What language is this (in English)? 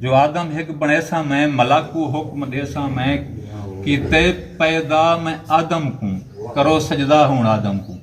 Saraiki